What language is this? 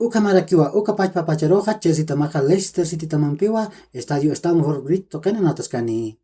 Aymara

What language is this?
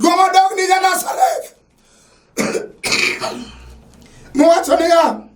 Luo (Kenya and Tanzania)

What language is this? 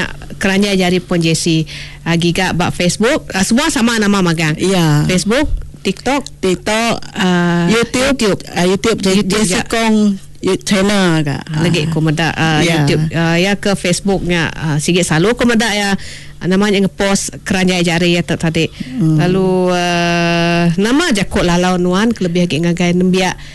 Iban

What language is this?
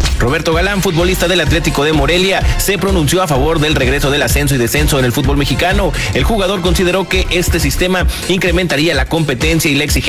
Spanish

